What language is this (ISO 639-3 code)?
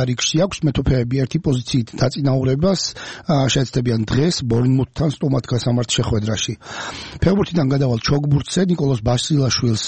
kat